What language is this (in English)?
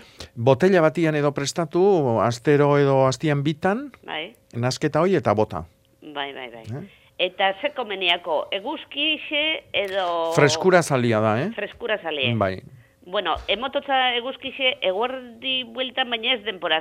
Basque